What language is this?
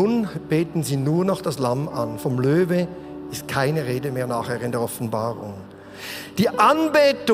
Swiss German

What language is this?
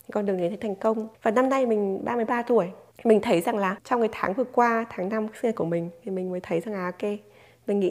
Vietnamese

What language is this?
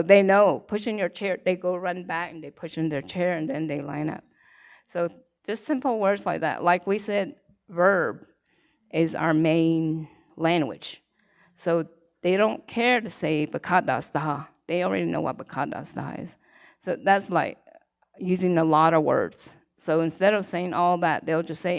Navajo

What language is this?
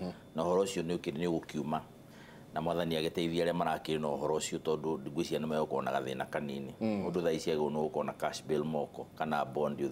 Kikuyu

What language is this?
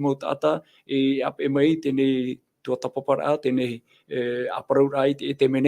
Tahitian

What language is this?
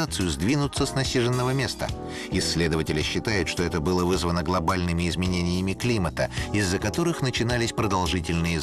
Russian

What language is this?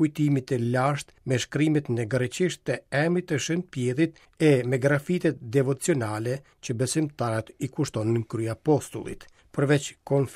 Albanian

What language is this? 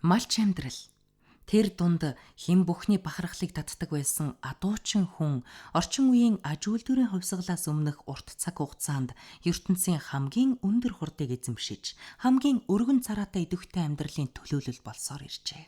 Mongolian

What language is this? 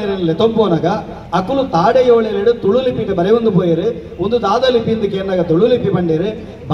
Tulu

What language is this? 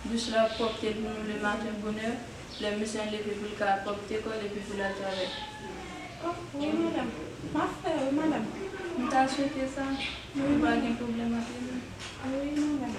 Haitian Creole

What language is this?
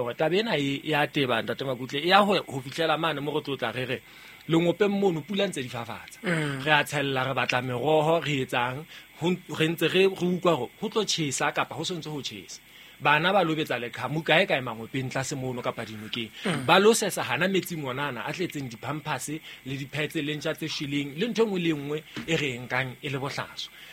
Southern Sotho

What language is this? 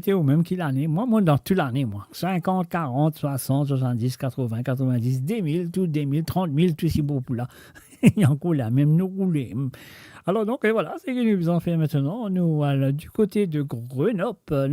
Morisyen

